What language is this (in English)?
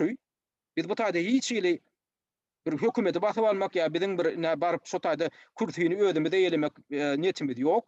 Turkmen